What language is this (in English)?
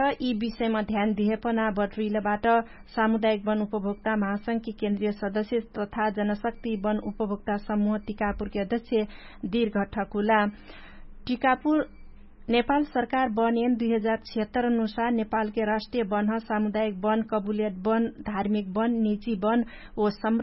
Dangaura Tharu